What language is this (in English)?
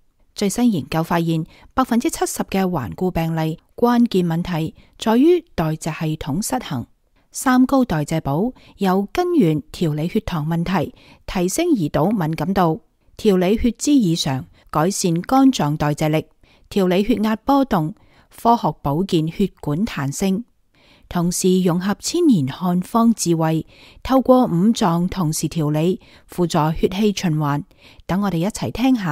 Cantonese